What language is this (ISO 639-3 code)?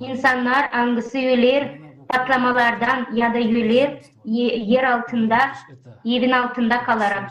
gag